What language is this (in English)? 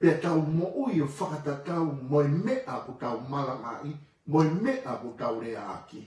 Tongan